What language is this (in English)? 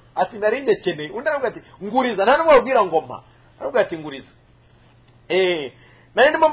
Kinyarwanda